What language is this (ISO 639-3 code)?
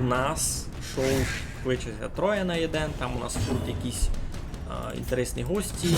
rue